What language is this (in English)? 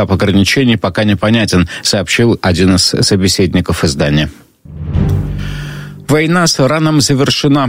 Russian